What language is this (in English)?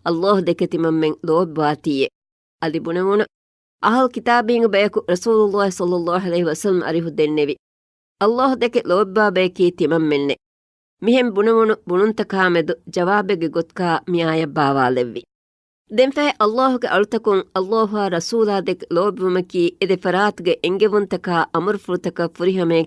Divehi